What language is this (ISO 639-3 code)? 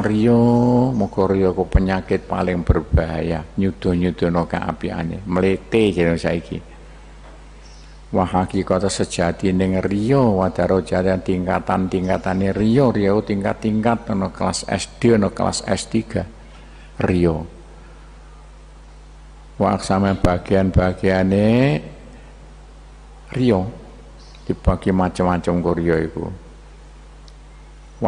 jav